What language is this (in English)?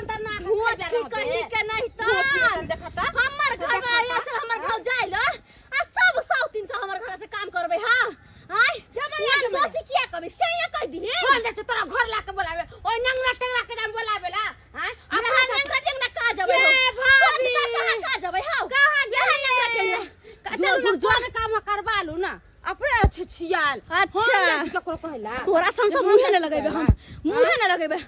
Maithili